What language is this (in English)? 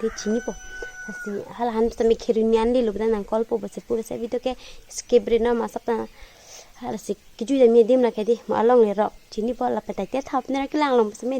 Karbi